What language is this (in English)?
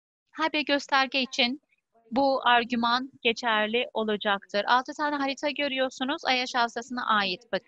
Turkish